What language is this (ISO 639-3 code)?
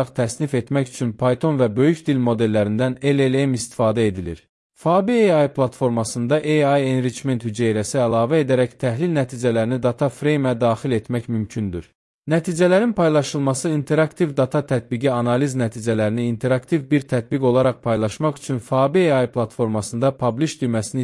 aze